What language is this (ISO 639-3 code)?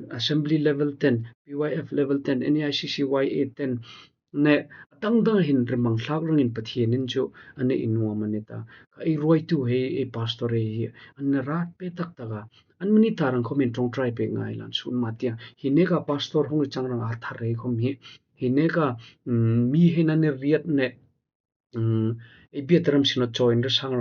hmr